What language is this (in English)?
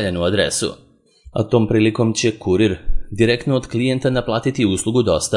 Serbian